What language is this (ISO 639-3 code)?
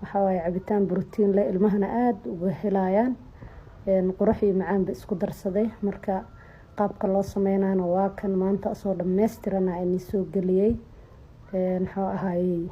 som